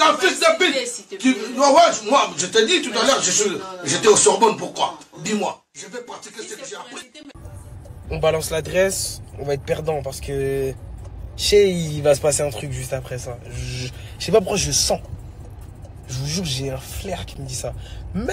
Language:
French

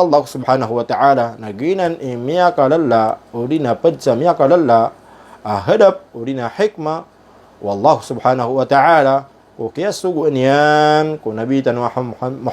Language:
Maranao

